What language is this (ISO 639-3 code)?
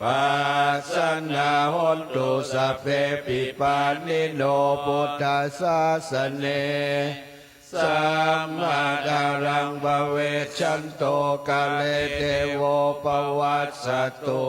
pli